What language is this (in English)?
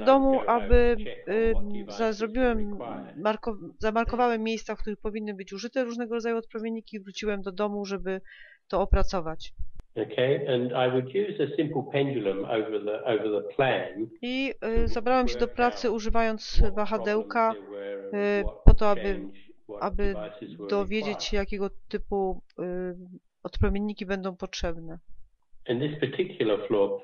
Polish